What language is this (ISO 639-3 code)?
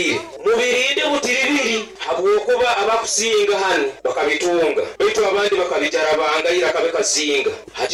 nyo